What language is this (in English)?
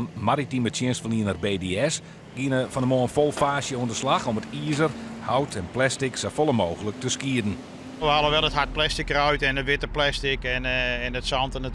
Western Frisian